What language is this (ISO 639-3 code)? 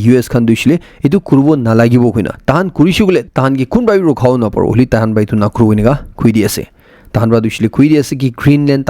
nag